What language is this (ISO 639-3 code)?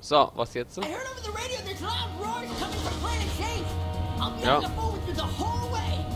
pfl